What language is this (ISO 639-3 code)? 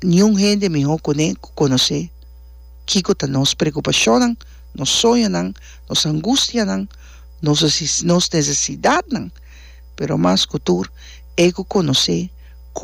pap